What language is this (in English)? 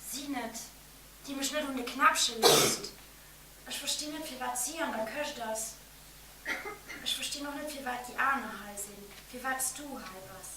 Luxembourgish